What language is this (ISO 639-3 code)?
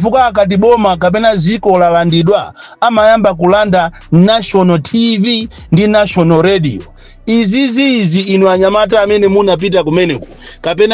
nya